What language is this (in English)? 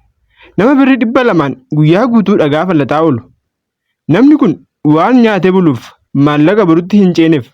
Oromo